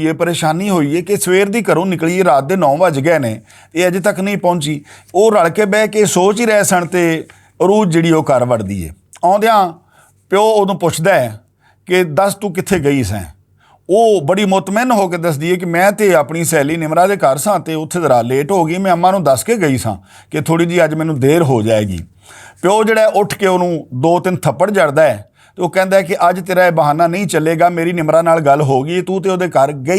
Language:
Western Panjabi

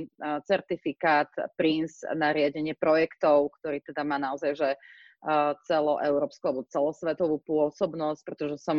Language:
Slovak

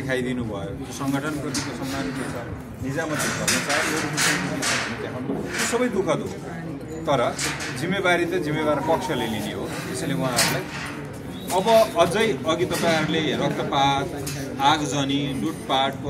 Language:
Nepali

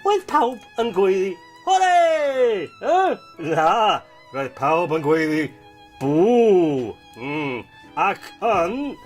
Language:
Welsh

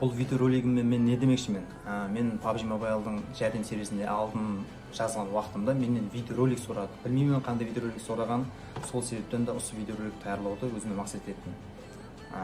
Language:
Kara-Kalpak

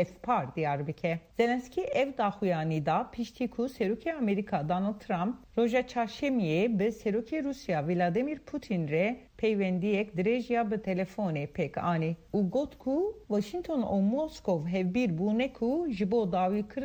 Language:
Kurdish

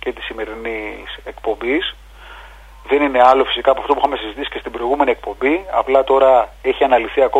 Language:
Greek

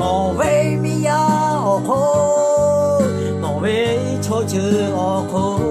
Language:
Lahu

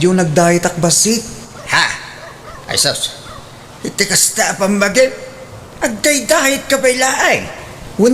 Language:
Iloko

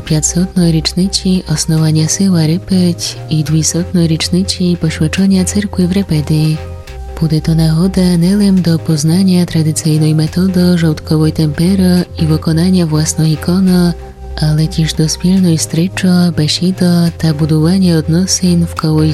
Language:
Rusyn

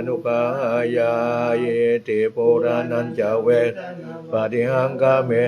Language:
Pali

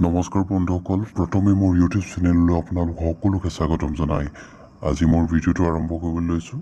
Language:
Assamese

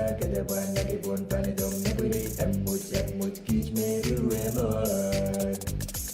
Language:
Pohnpeian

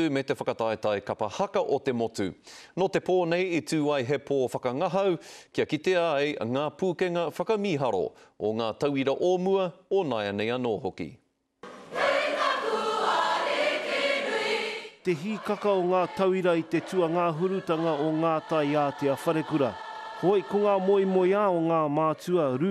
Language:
Māori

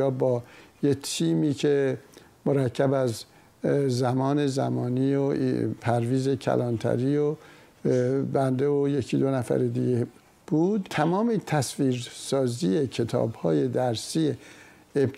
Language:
Persian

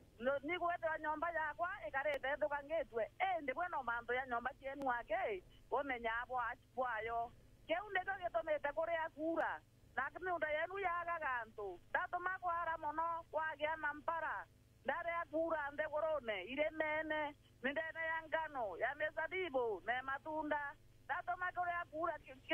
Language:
Meru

